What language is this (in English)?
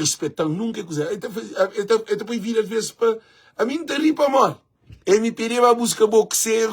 Kabuverdianu